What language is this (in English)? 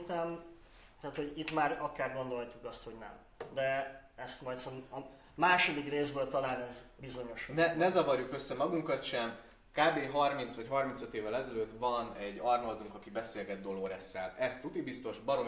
Hungarian